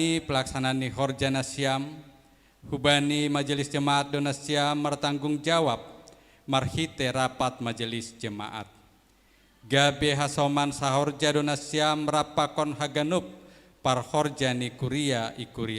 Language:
Batak Simalungun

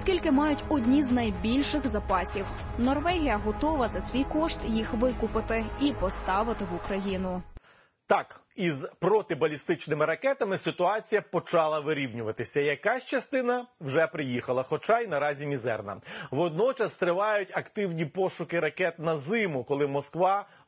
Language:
Ukrainian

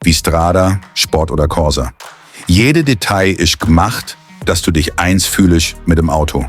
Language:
Swiss German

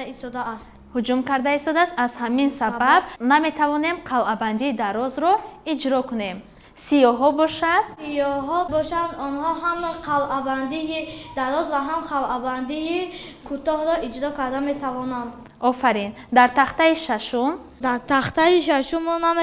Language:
Tajik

